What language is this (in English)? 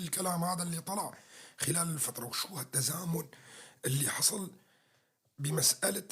North Levantine Arabic